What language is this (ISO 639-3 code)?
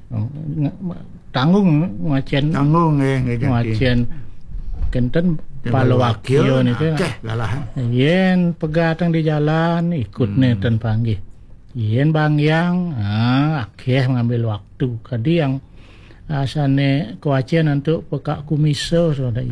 ban